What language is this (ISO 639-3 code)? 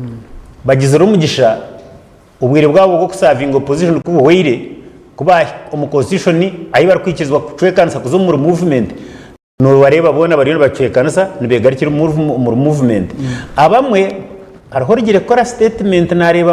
nyn